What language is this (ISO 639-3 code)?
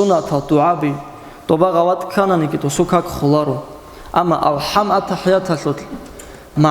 ava